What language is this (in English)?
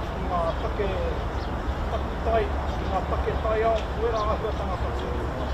Māori